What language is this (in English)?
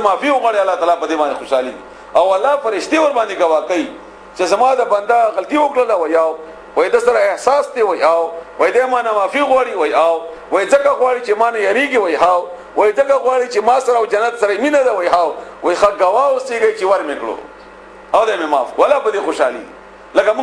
Pashto